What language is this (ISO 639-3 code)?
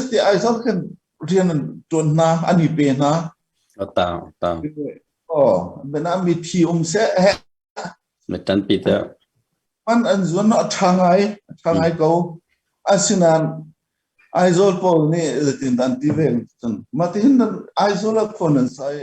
cnh